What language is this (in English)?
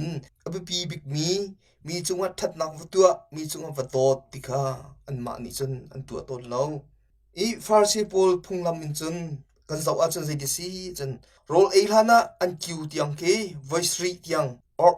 Hakha Chin